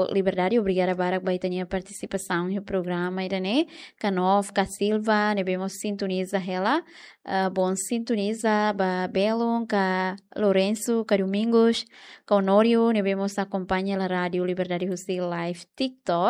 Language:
Tetum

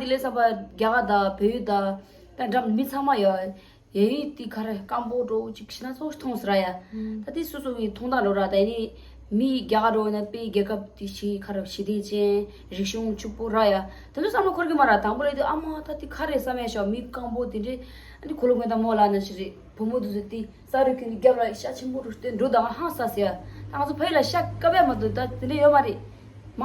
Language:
Tibetan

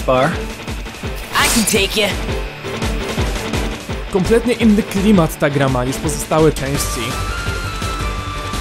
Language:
Polish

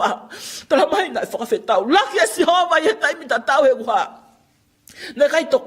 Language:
Tongan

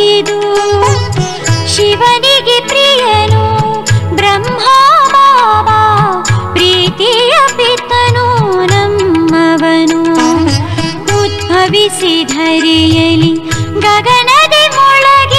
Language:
Kannada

